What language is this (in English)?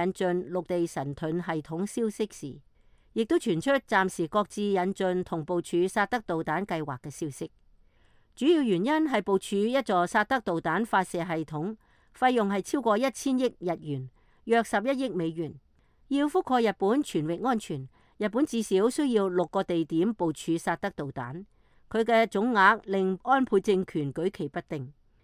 Cantonese